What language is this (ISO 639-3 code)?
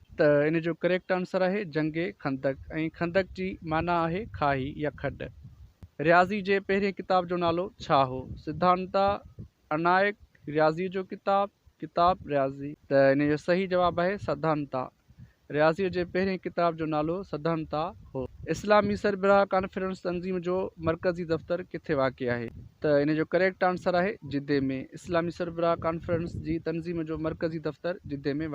snd